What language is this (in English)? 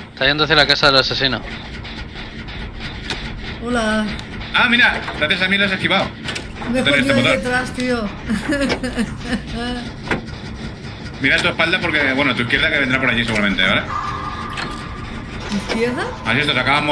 Spanish